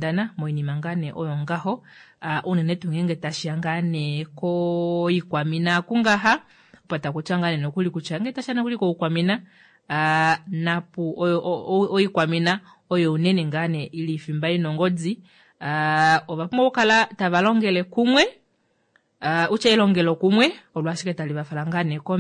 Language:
Kuanyama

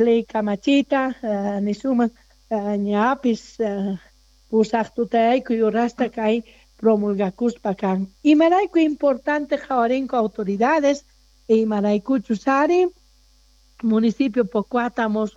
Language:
South Bolivian Quechua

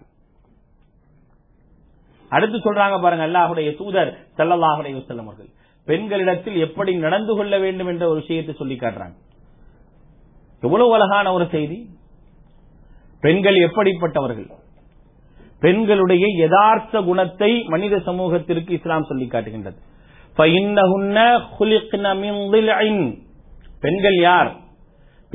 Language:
Tamil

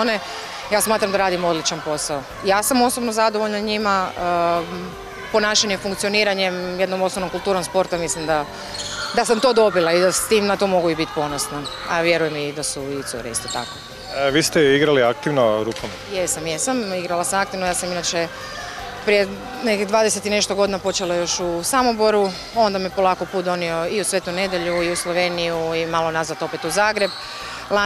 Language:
Croatian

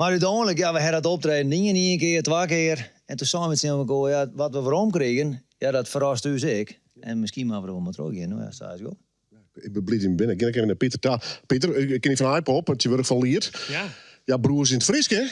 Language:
Western Frisian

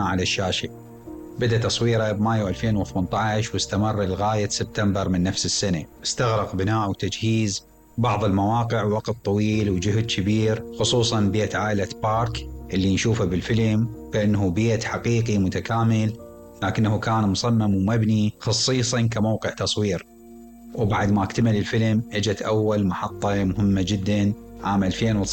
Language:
Mesopotamian Arabic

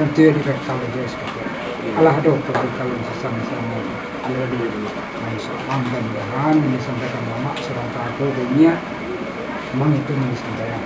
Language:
Minangkabau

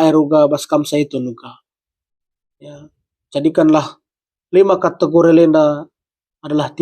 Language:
Batak Karo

